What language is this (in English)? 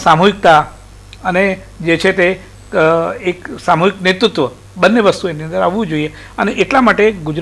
Gujarati